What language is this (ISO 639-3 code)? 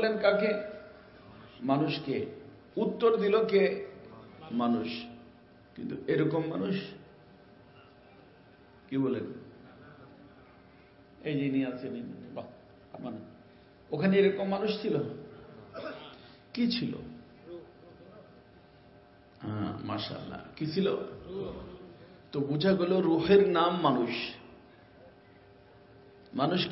ben